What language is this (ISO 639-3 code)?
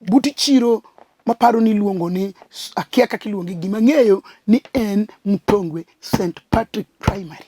luo